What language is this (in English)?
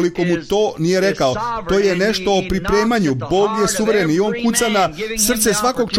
Serbian